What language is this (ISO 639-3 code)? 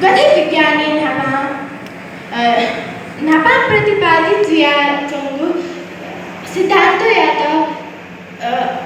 new